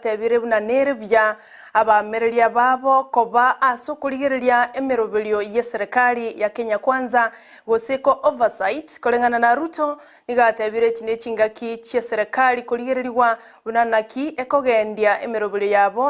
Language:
Gusii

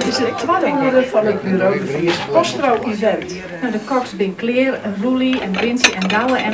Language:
Western Frisian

